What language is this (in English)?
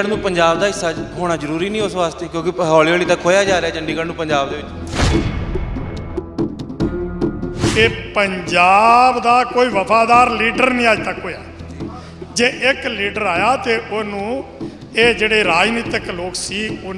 Punjabi